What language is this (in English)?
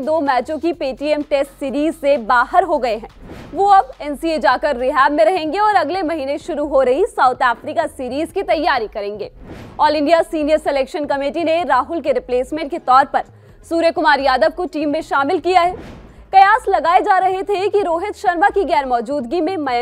Hindi